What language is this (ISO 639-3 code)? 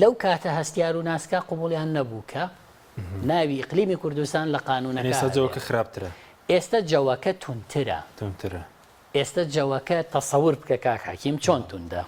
ckb